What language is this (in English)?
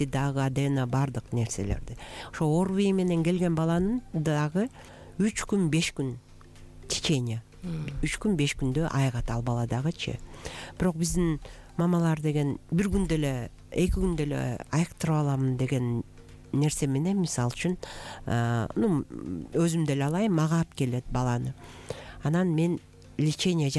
Kyrgyz